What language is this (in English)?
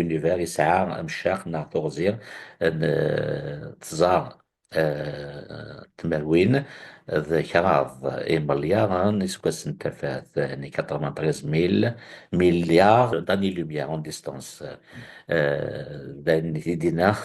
Kabyle